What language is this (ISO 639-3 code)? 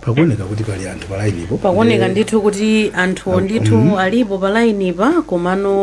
nya